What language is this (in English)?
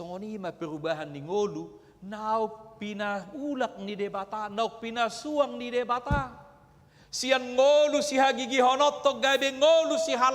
Batak Toba